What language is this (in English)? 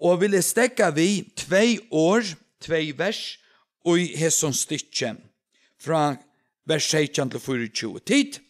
Faroese